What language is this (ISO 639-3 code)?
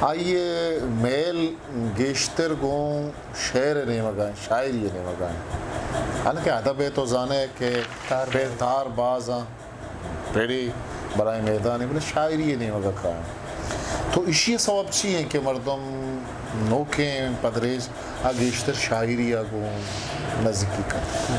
bgp